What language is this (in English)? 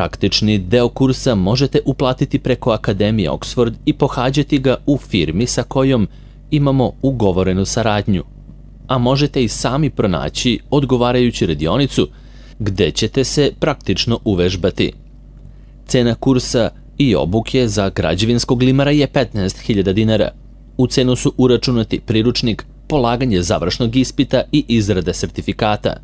Serbian